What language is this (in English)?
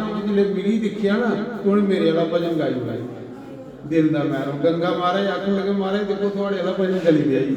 Dogri